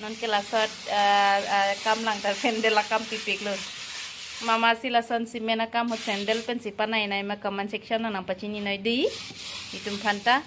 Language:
Karbi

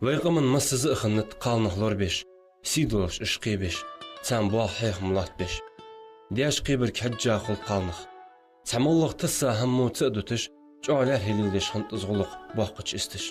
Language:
Ingush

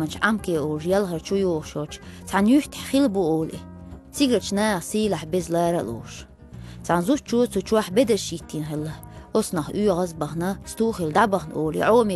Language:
Chechen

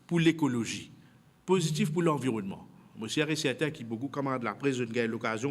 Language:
Morisyen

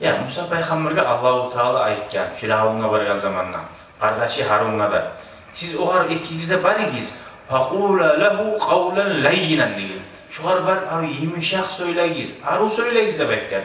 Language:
Kumyk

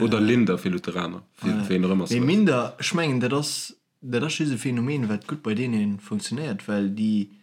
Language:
Luxembourgish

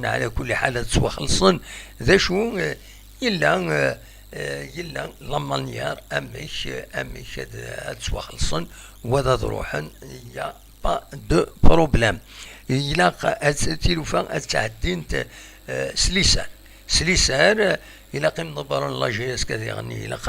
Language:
Kabyle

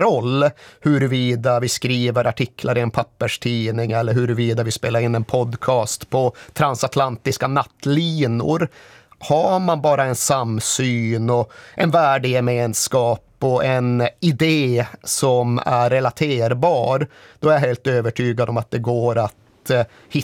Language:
Swedish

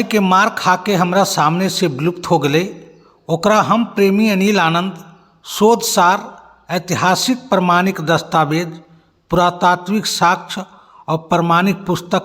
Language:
Magahi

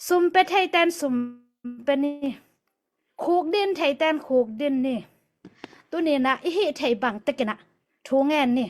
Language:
Tedim Chin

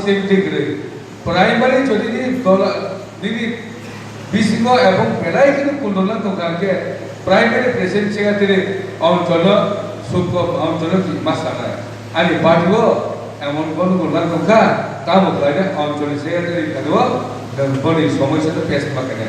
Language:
Kok Borok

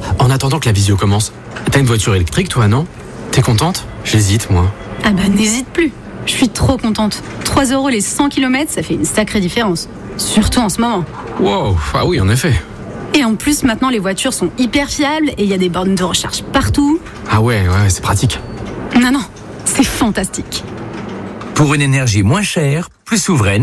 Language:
French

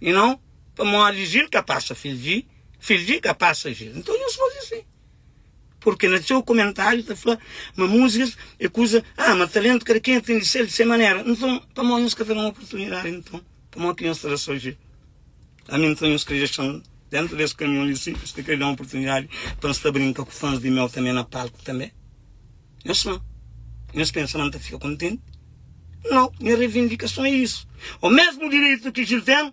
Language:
Kabuverdianu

